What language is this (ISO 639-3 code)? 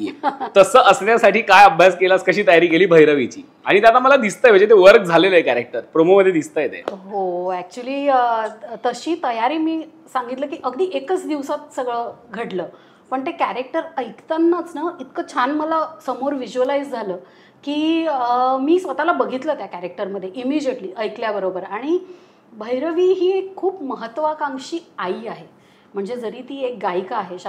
mar